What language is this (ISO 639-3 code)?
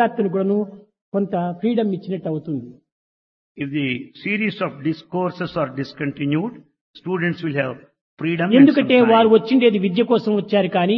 tel